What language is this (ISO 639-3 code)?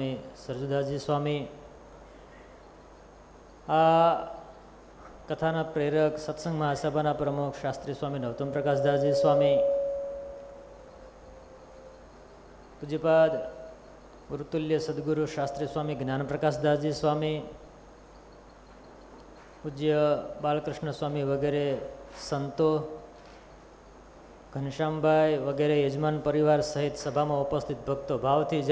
guj